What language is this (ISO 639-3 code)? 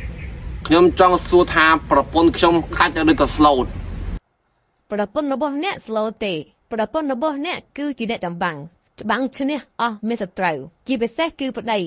khm